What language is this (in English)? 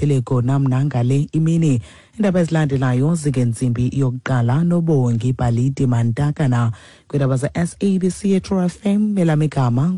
Xhosa